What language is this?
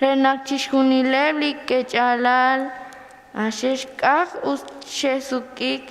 Kekchí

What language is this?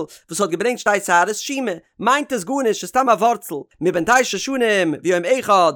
Yiddish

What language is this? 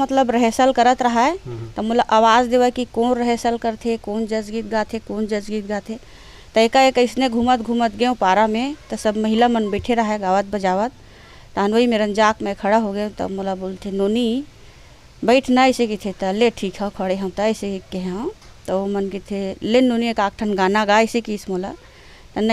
Chhattisgarhi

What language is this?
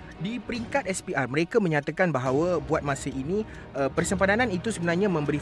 Malay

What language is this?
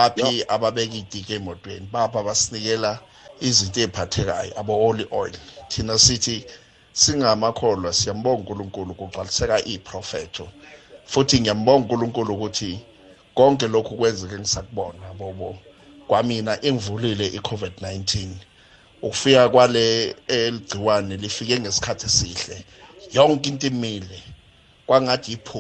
South Ndebele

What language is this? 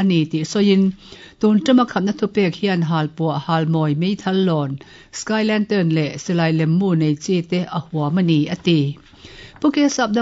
Mizo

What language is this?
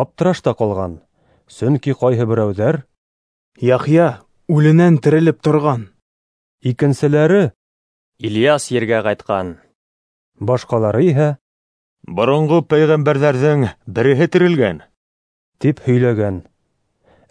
Bashkir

